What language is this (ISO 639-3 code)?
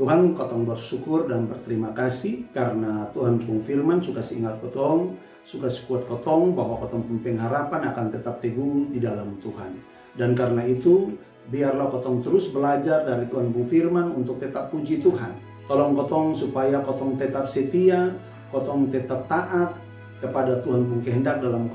mkn